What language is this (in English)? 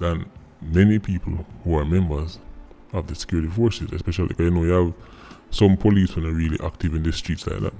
Jamaican Creole English